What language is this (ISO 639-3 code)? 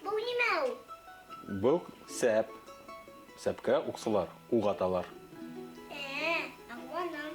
bak